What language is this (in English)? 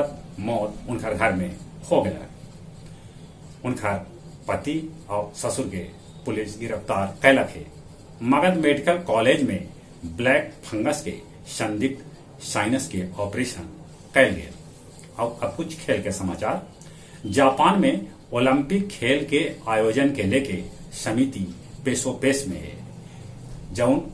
Magahi